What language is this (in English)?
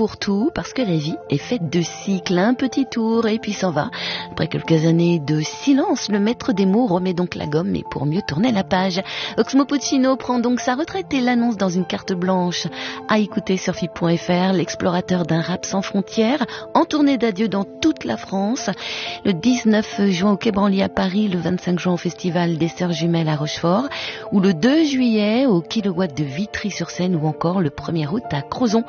French